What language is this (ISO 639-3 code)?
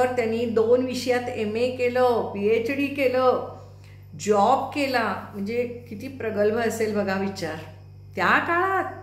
mar